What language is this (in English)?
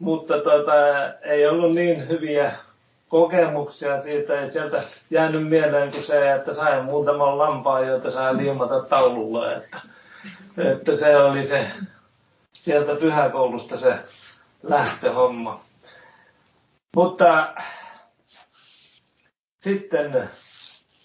Finnish